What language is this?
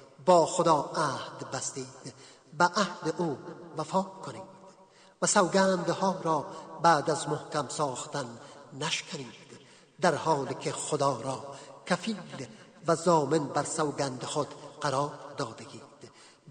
Persian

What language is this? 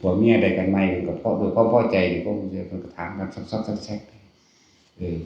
Northeastern Thai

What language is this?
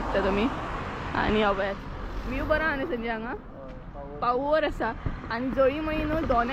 Konkani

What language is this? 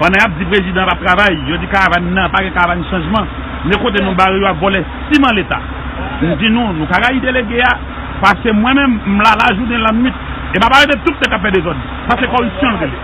Haitian Creole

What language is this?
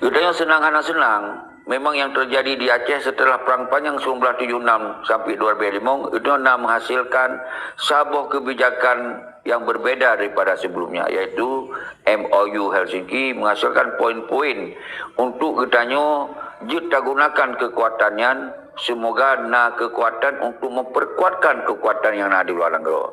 Achinese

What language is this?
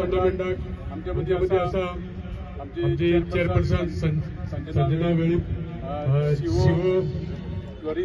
Konkani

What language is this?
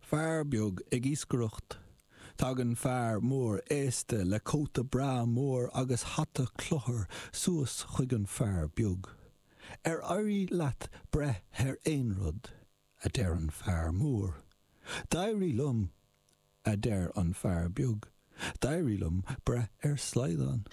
Irish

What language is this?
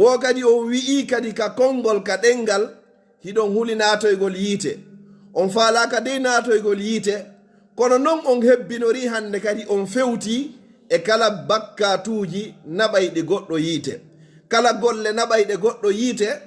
Pular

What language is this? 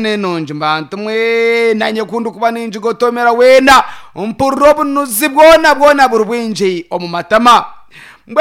Nyankole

